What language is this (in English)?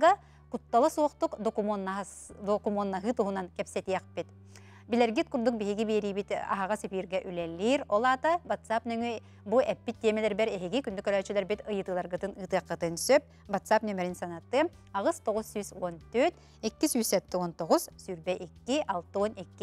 Yakut